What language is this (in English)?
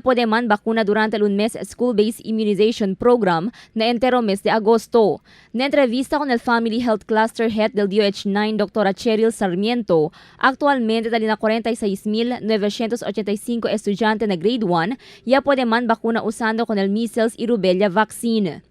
Chavacano